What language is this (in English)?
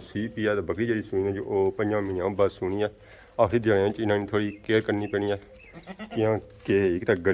Pahari-Potwari